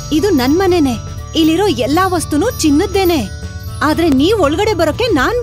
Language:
Kannada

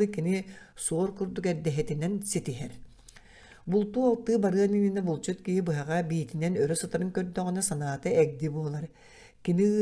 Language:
Yakut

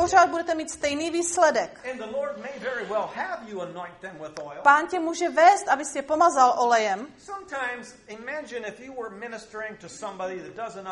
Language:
Czech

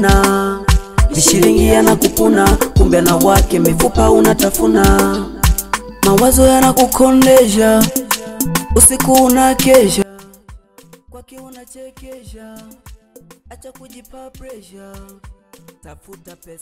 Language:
Swahili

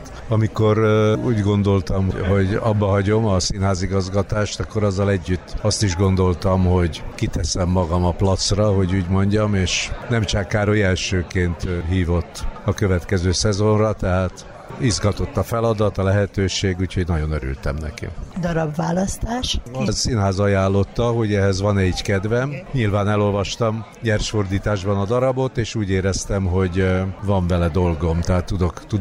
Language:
Hungarian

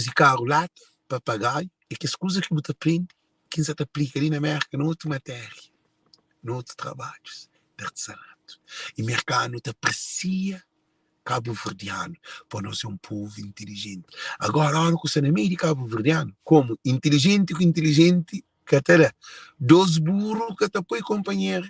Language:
Kabuverdianu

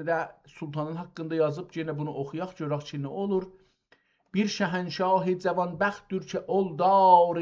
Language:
South Azerbaijani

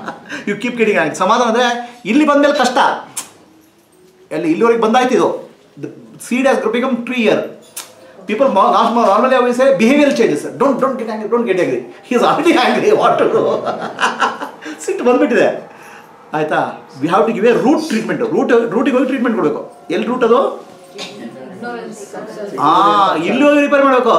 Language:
Kannada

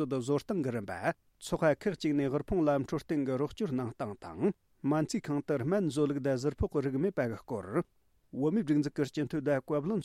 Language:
Tibetan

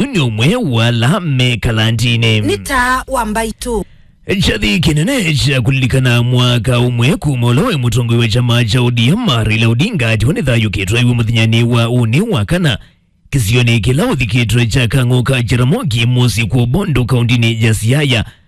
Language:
Kamba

